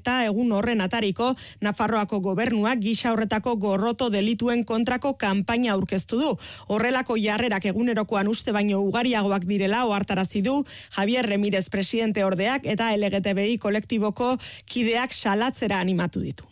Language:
Basque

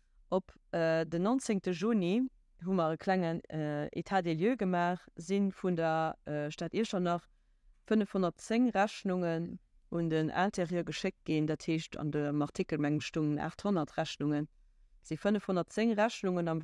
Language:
Luxembourgish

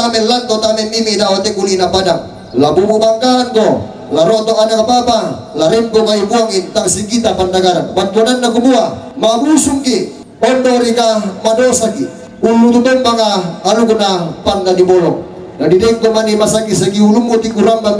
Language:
Toraja-Sa'dan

